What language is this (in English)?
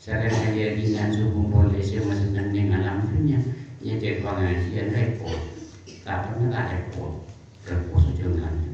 Madurese